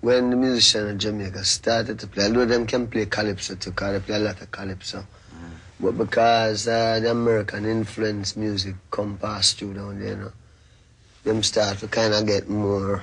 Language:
Jamaican Creole English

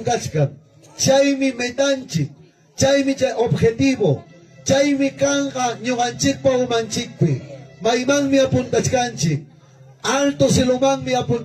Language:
Ayacucho Quechua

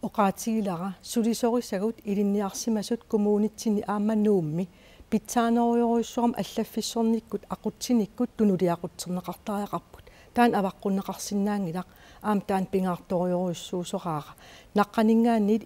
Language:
Kalaallisut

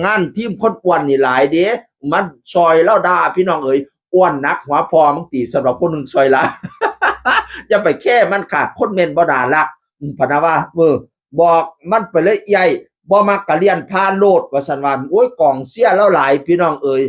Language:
Northeastern Thai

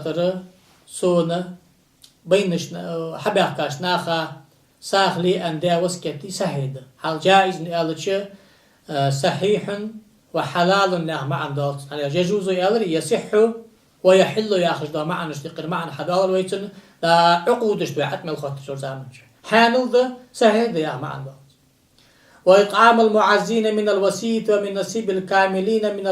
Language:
Ingush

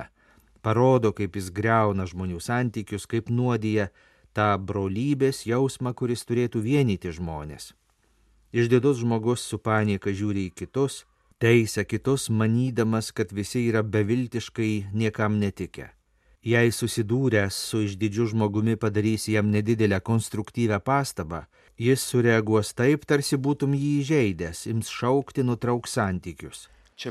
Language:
Lithuanian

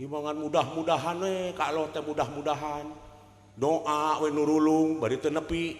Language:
Sundanese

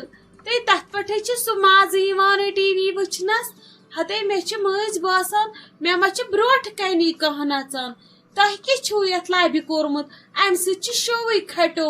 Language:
Kashmiri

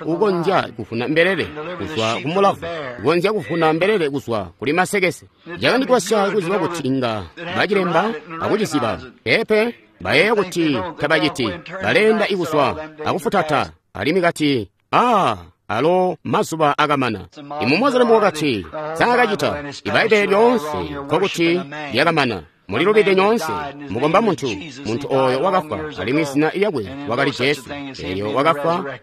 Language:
Tonga (Zambia)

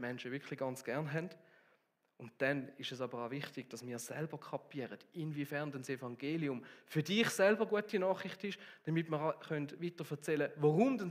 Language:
Swiss German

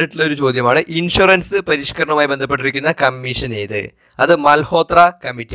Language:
Malayalam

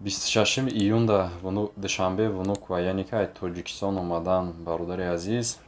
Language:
Tajik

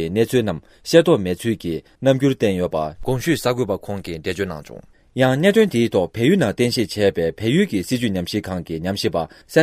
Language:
Tibetan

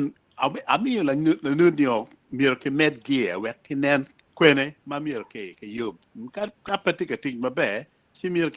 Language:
Acoli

